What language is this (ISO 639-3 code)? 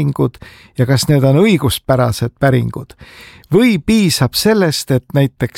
est